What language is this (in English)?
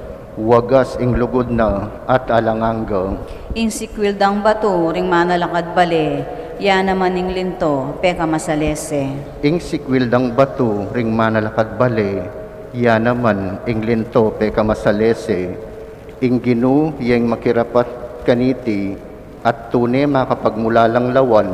Pampanga